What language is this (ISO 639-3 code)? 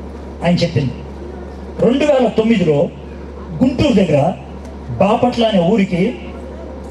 tel